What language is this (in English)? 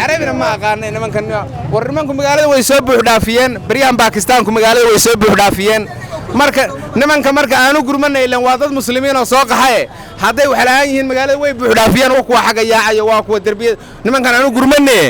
Somali